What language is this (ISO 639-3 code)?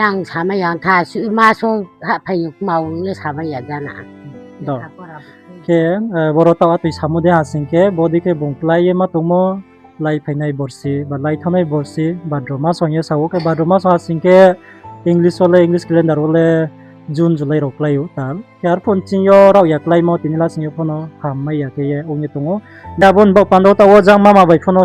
ria